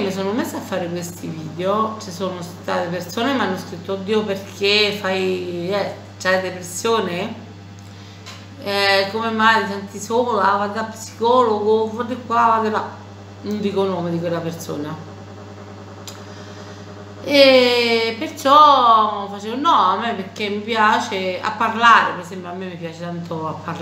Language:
Italian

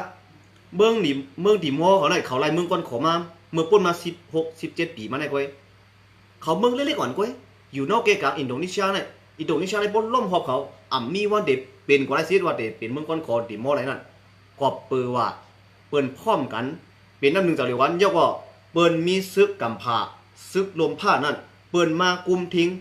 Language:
Shan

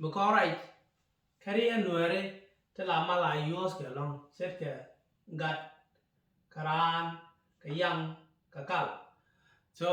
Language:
Nuer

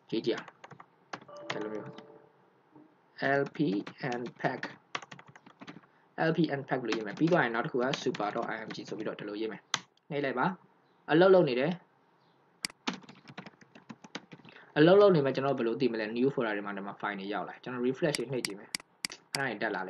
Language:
Burmese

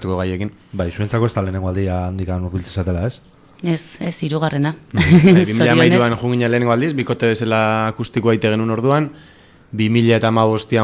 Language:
Basque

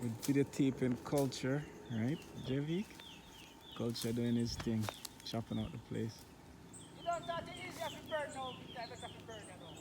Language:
Jamaican Creole English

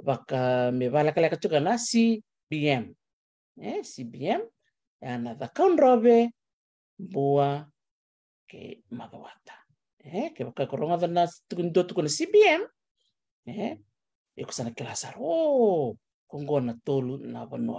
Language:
Fijian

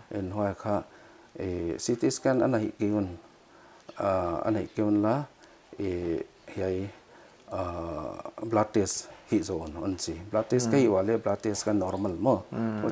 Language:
Paite Chin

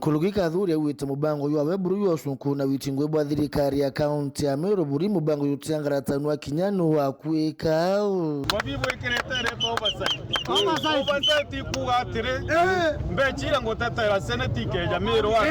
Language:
Meru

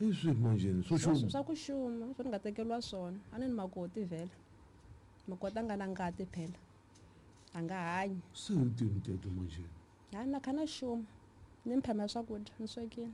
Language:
Tsonga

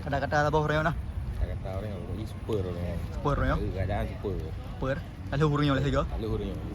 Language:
Achinese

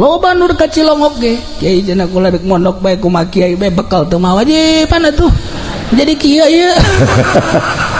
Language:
Sundanese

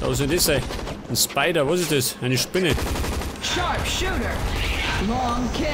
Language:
Bavarian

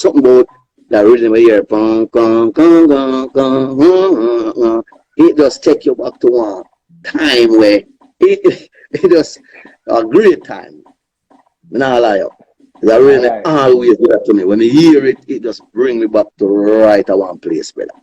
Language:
Jamaican Creole English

